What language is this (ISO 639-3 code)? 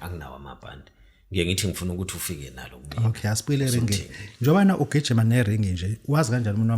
zul